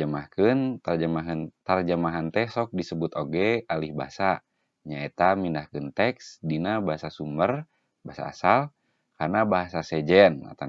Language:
Sundanese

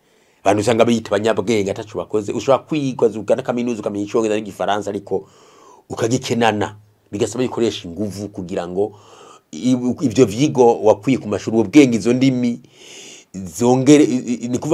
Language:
Rundi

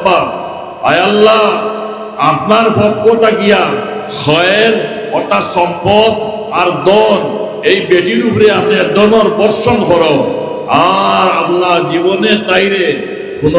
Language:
Sylheti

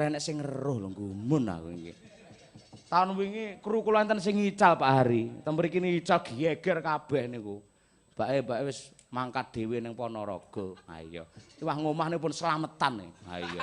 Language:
Javanese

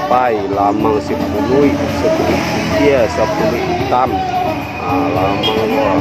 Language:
Minangkabau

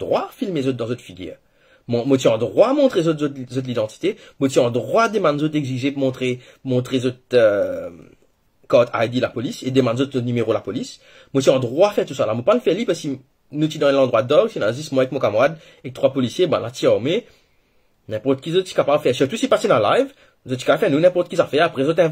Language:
Morisyen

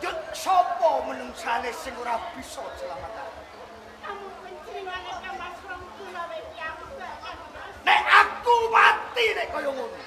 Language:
Javanese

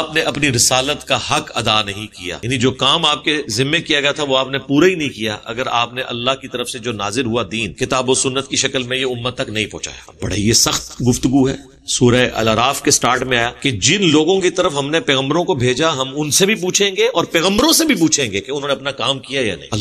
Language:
Urdu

